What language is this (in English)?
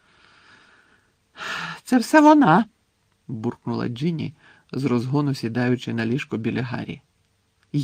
Ukrainian